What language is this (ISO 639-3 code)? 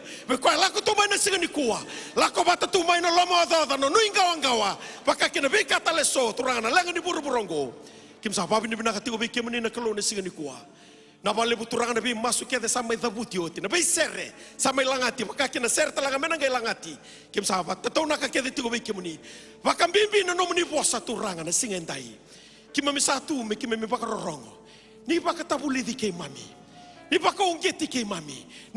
fij